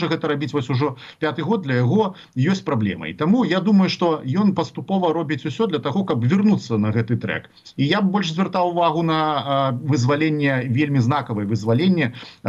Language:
Belarusian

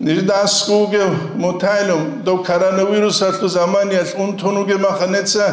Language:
Avaric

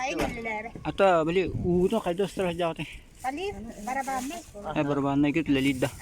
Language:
Yakut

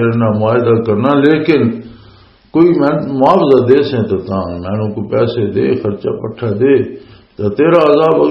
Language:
Western Panjabi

